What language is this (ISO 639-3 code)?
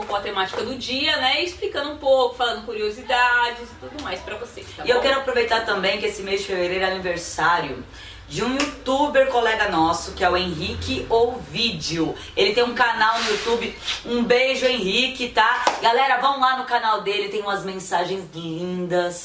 por